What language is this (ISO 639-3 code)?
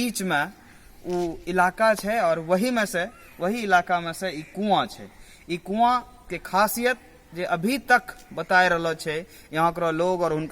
anp